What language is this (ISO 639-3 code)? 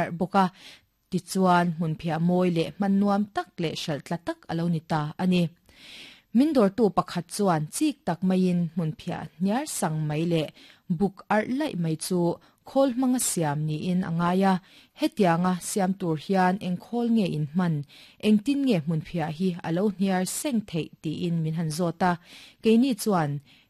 lus